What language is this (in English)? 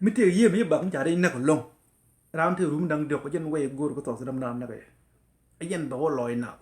Nuer